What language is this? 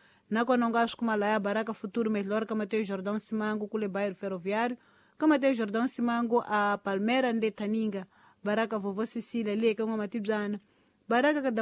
Tsonga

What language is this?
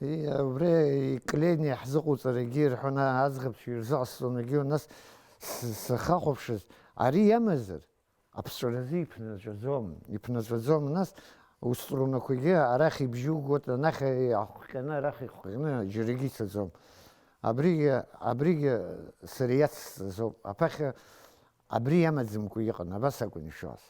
Abkhazian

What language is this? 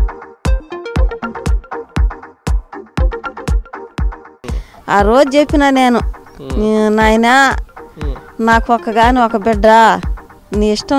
Telugu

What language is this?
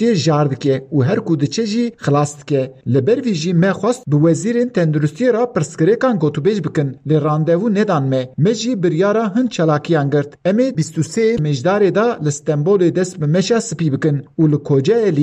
Kurdish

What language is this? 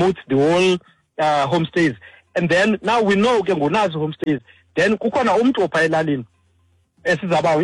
Xhosa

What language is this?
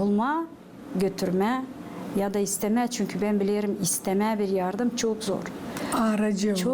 Gagauz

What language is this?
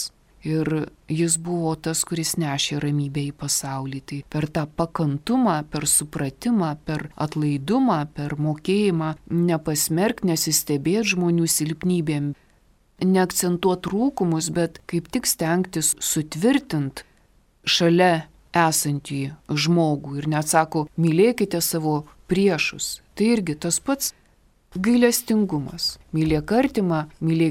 Lithuanian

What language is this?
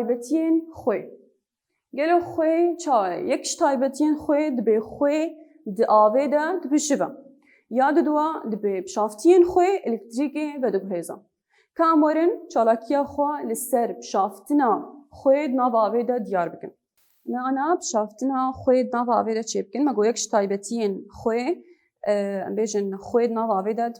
Kurdish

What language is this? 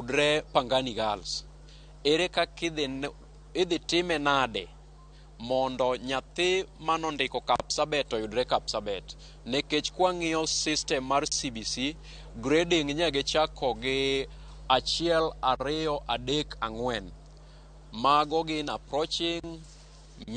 Luo (Kenya and Tanzania)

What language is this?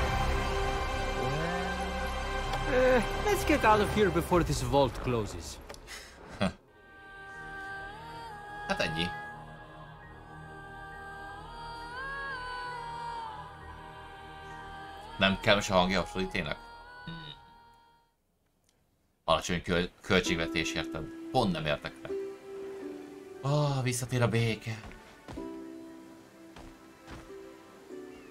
Hungarian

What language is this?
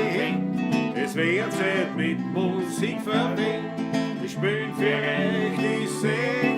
Bavarian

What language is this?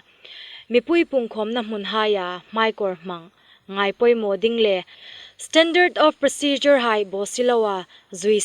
Hmar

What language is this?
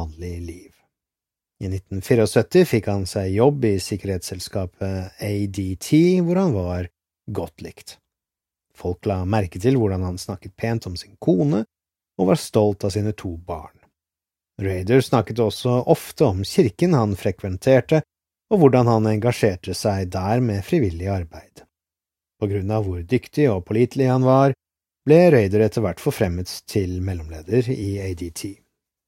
Norwegian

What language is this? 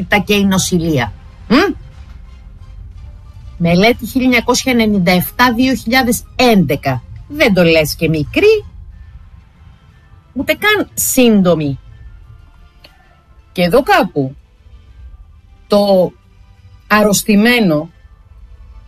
Greek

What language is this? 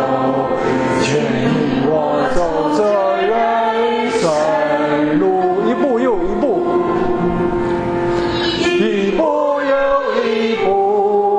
Chinese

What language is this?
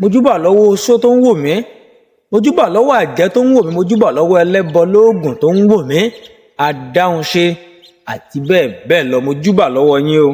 Yoruba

